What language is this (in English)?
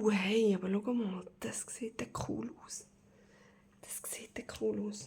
Swiss German